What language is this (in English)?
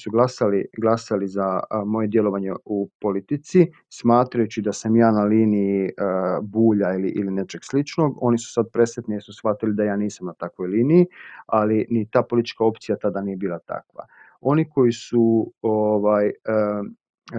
Croatian